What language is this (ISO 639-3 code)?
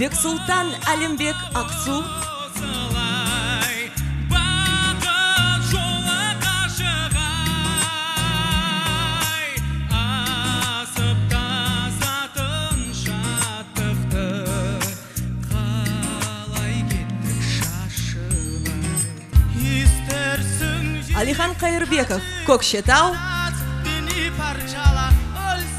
kaz